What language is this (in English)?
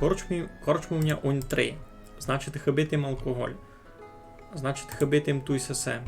Rusyn